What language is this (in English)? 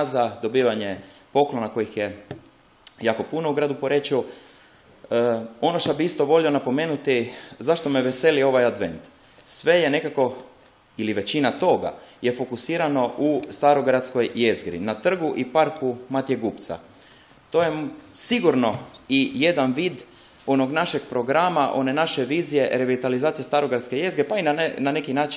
Croatian